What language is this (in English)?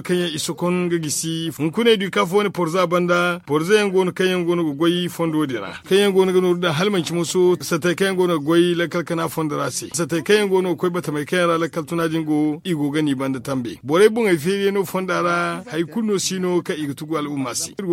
Zarma